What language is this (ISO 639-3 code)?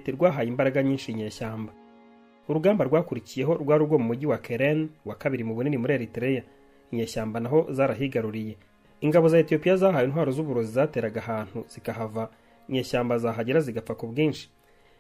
kin